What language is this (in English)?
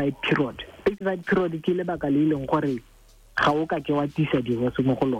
Tswana